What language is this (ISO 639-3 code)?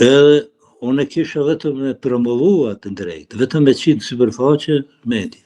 sqi